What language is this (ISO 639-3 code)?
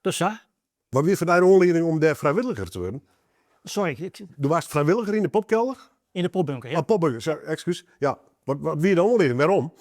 fry